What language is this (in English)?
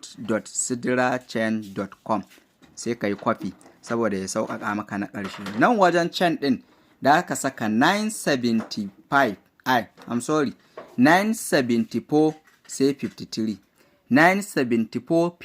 Hausa